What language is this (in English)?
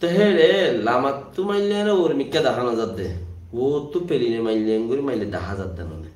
Rohingya